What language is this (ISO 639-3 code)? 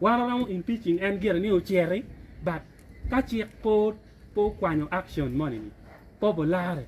ach